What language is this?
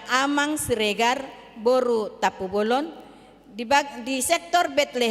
Batak Toba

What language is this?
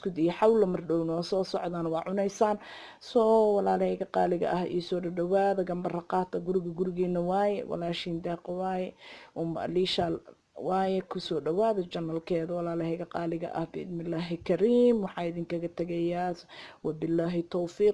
Somali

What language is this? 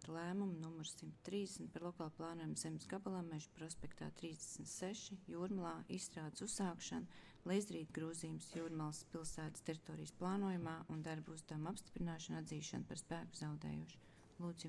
Latvian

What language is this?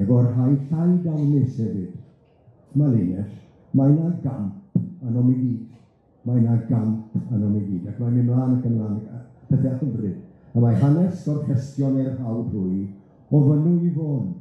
Welsh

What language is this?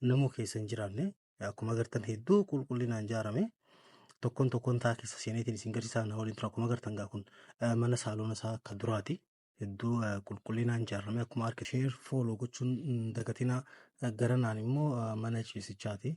Oromo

